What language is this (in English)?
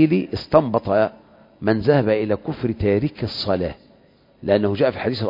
Arabic